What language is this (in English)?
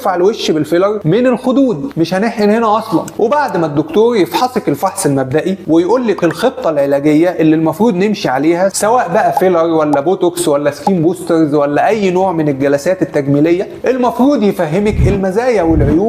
Egyptian Arabic